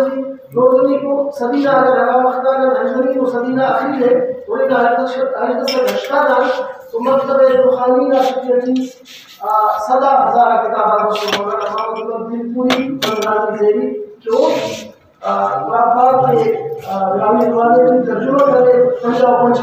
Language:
Brahui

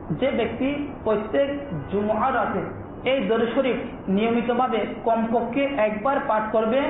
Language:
Bangla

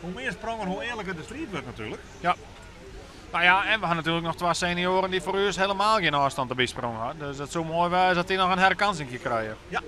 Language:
Western Frisian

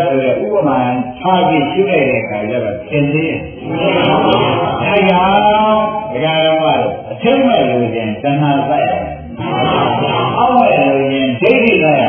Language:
Burmese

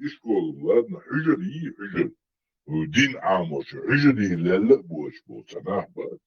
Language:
Chechen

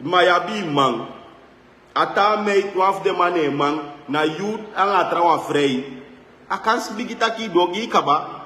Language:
Sranan Tongo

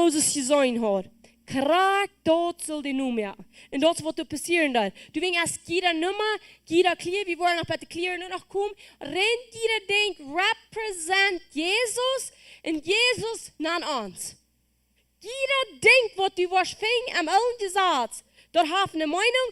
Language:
Plautdietsch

